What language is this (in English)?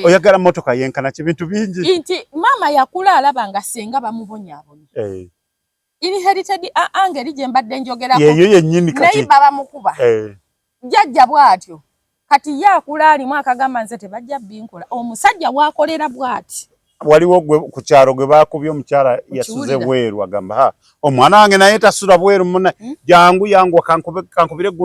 Ganda